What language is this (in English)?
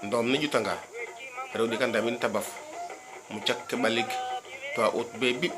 Serer